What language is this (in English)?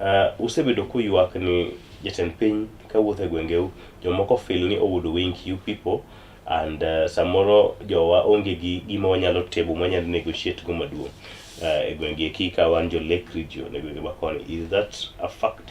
Luo (Kenya and Tanzania)